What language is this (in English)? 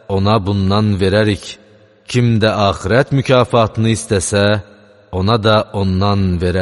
Azerbaijani